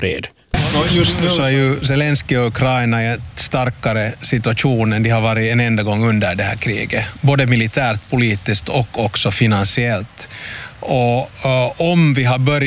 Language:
Swedish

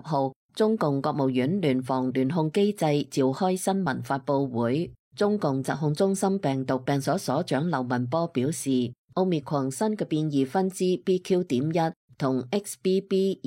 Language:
Cantonese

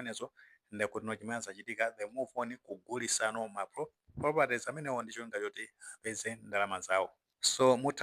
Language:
Nyanja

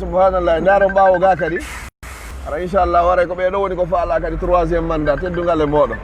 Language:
Fula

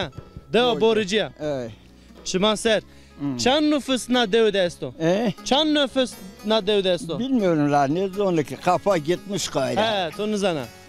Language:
Zaza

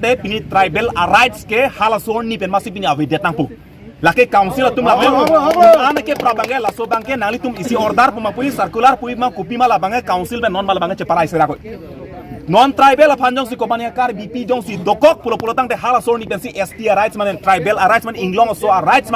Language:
Karbi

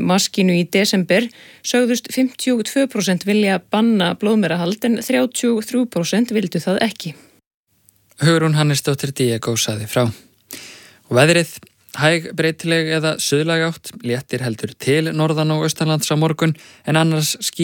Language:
Icelandic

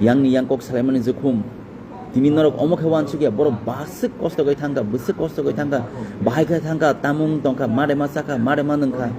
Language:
Kok Borok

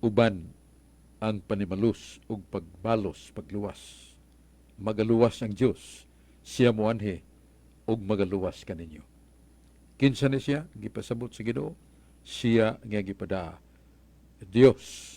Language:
Cebuano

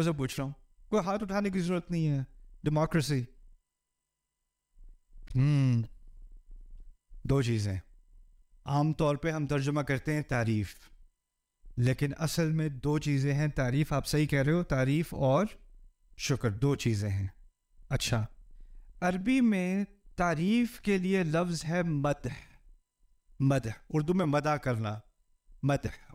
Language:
Urdu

